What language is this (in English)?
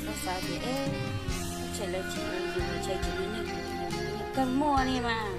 Hmong